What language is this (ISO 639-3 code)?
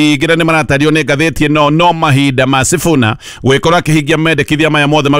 kik